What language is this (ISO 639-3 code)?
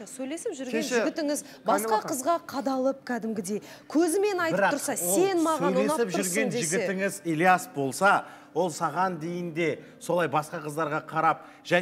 kaz